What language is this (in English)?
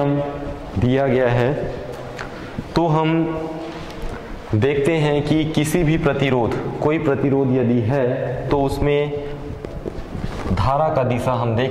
Hindi